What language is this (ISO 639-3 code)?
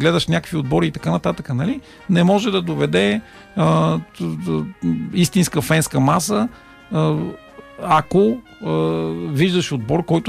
bul